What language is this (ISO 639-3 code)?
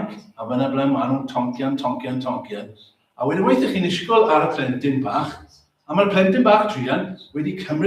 cym